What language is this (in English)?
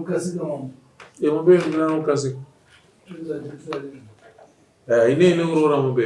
Shona